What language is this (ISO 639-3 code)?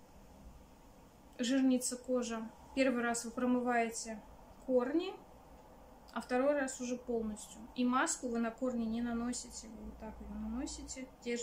rus